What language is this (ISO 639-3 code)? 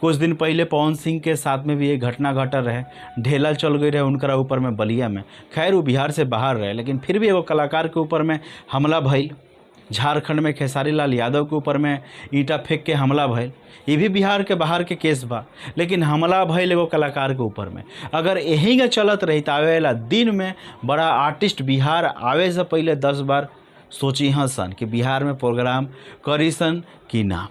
bho